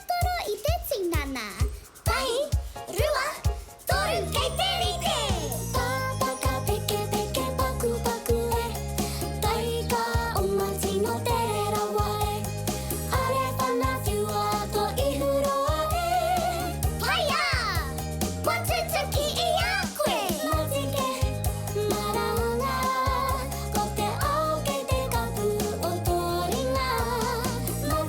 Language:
Māori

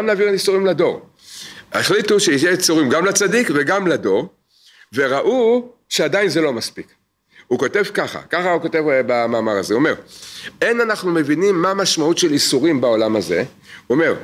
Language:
Hebrew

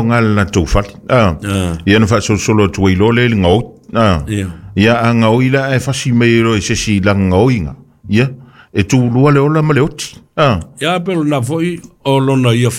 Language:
Samoan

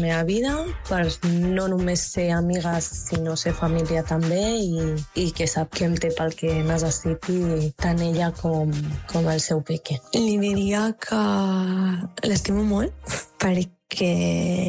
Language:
Catalan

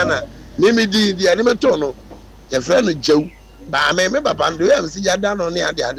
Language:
Akan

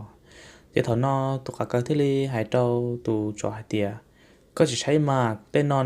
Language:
Hmong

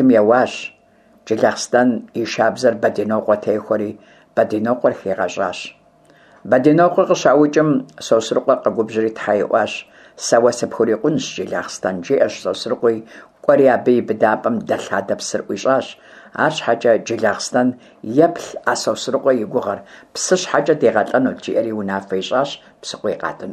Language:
Kabardian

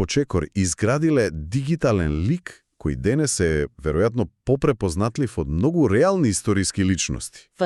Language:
Macedonian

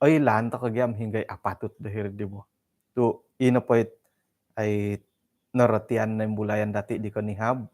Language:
Central Dusun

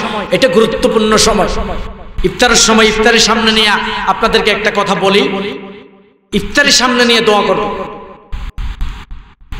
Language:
Bangla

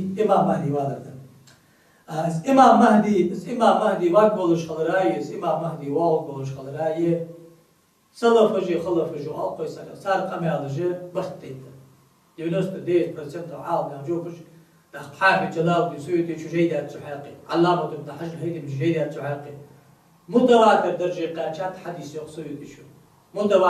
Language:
Ingush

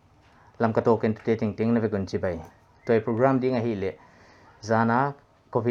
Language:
Paite Chin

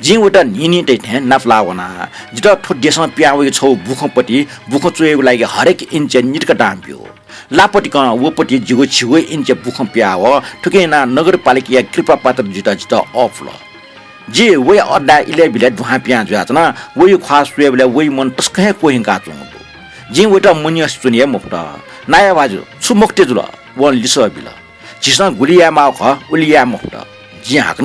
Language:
Newari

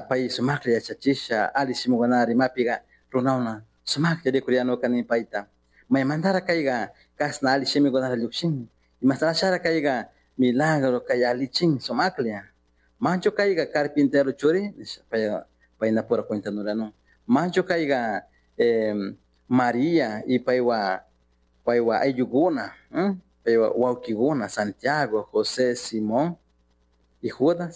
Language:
Chimborazo Highland Quichua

